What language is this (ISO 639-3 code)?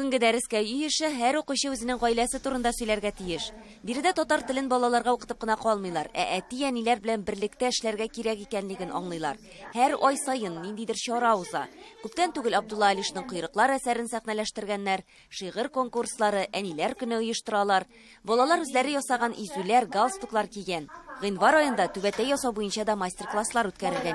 tat